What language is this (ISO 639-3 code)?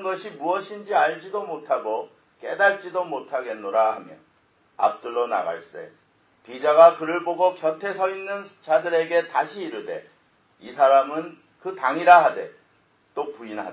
kor